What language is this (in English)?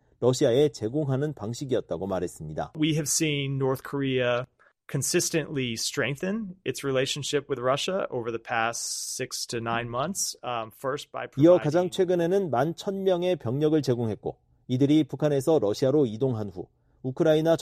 Korean